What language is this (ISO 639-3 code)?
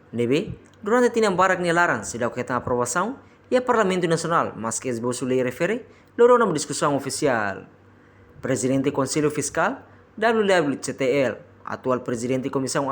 tet